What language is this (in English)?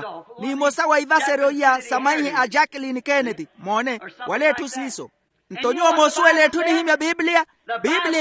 Makhuwa